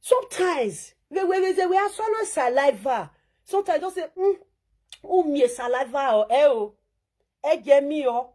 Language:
Nigerian Pidgin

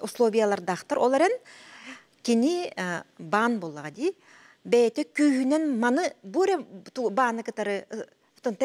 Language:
Yakut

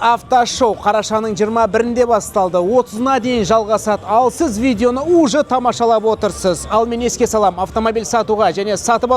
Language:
Kazakh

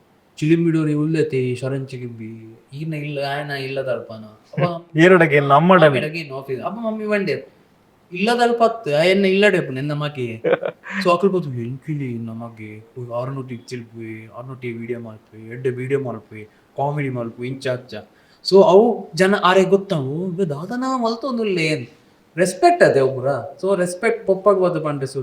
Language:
Tulu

